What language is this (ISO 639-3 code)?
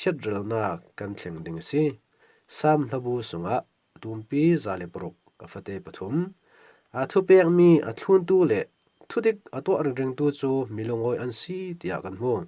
cfm